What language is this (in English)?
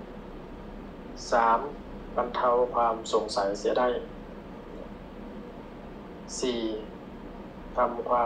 Thai